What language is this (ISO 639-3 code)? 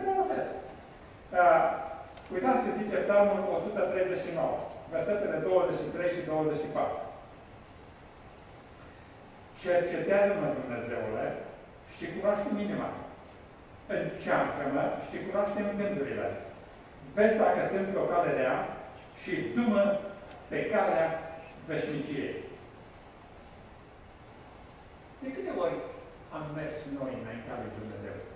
ron